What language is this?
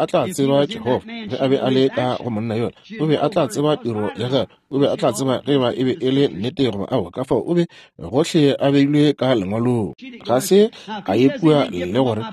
Northern Sotho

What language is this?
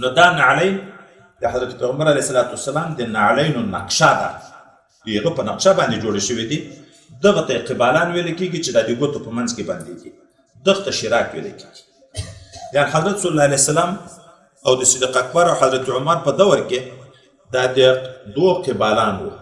Pashto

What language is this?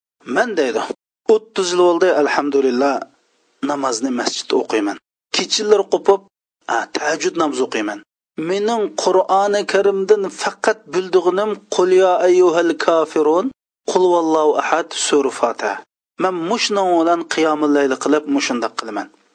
Uyghur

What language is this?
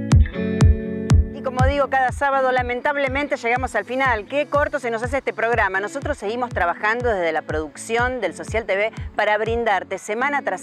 Spanish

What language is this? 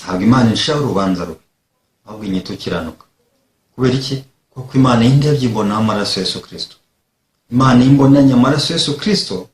Kinyarwanda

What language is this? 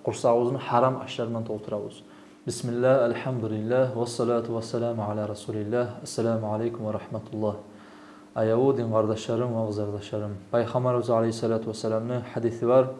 Kumyk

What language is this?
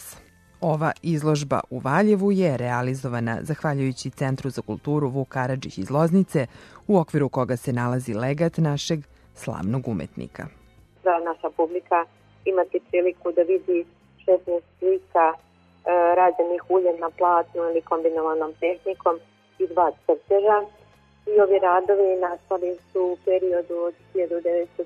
Serbian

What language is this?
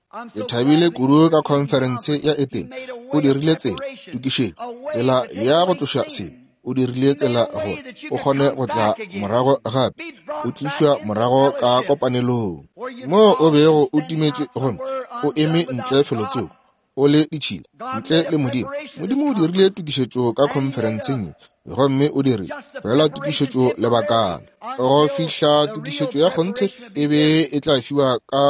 Northern Sotho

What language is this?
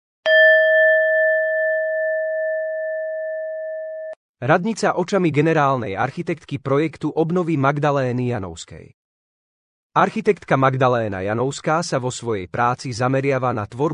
Slovak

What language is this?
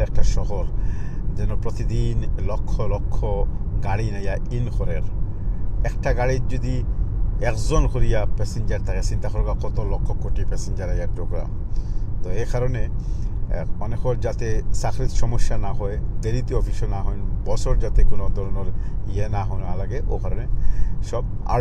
Sylheti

